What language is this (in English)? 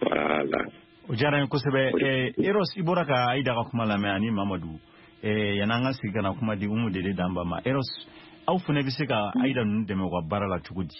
Bambara